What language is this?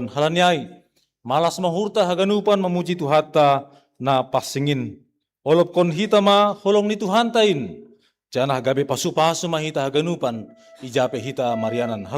Batak Simalungun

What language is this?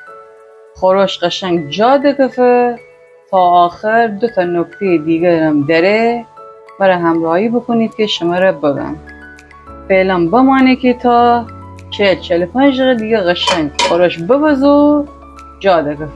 Gilaki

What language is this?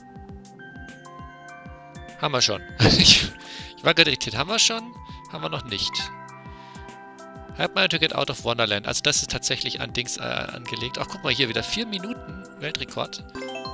German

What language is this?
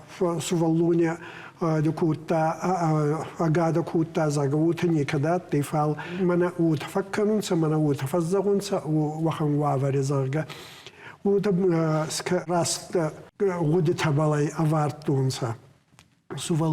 Ossetic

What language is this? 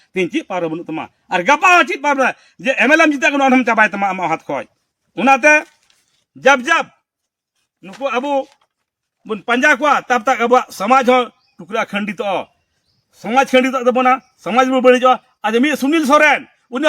Santali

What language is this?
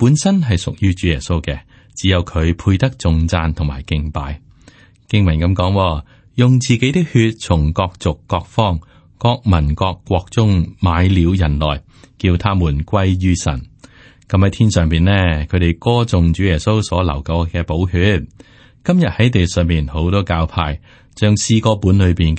Cantonese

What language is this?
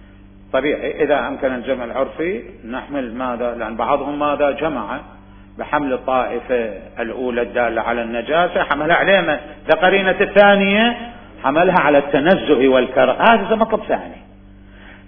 Mesopotamian Arabic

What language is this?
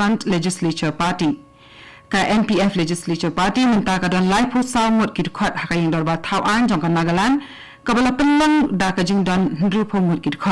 Khasi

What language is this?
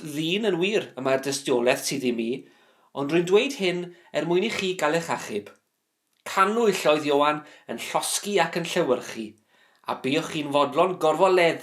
Welsh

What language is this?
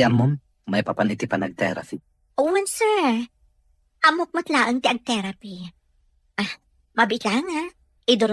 Iloko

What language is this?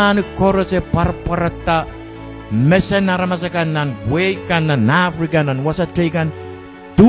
Pohnpeian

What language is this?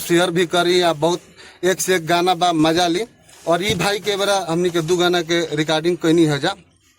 Bhojpuri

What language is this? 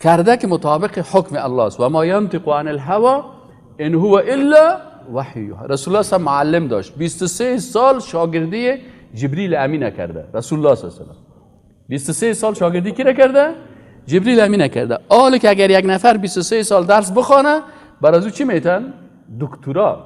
Persian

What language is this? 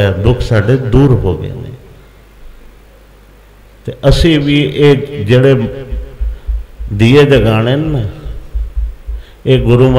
Punjabi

